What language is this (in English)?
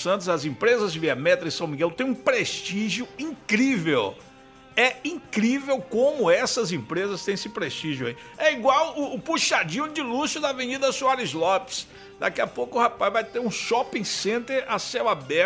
Portuguese